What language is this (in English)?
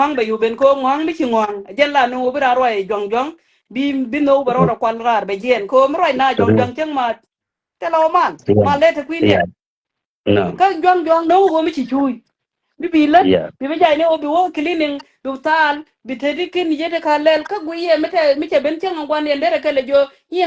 Nuer